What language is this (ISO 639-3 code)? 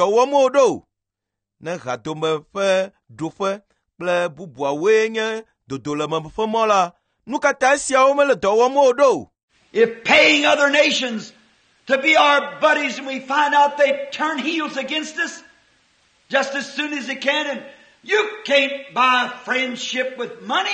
ewe